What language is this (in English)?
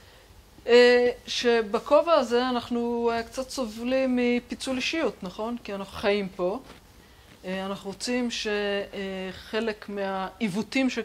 Hebrew